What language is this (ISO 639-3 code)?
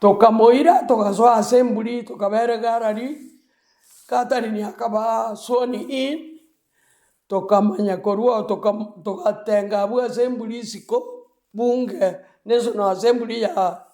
guz